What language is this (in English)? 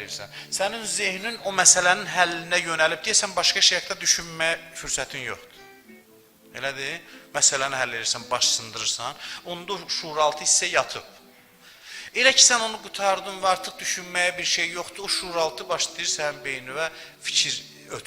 Azerbaijani